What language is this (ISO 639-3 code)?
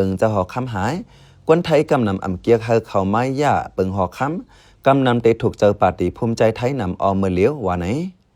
shn